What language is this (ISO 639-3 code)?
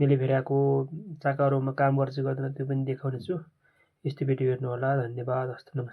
nep